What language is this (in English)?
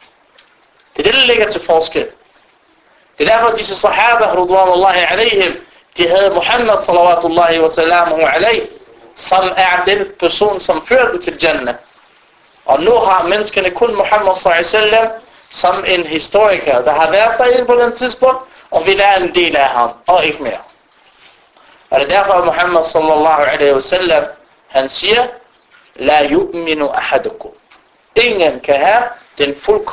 Danish